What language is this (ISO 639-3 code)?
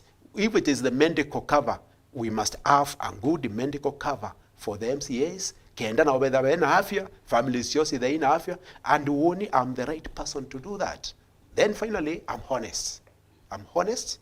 mer